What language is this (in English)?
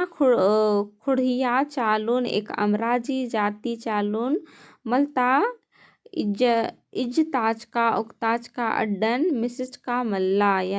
Kurukh